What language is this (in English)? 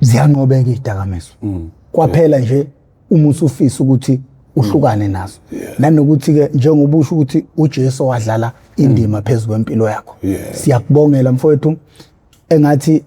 Zulu